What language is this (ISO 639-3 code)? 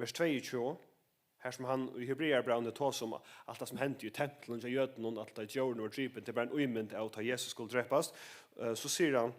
fao